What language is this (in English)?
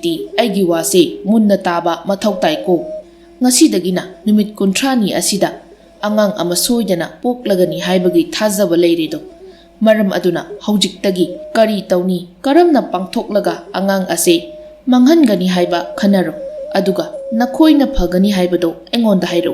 Manipuri